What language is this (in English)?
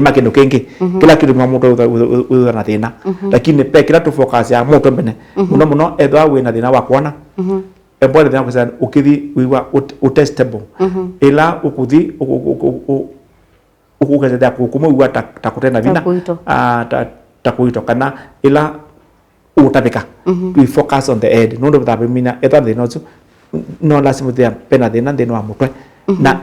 Kamba